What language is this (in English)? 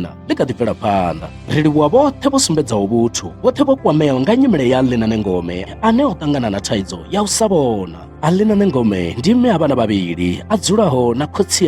Venda